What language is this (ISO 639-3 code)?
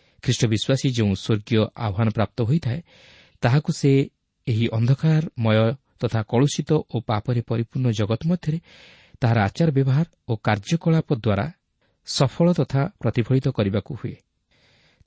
ori